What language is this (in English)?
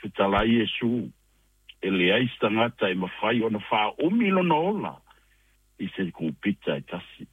Samoan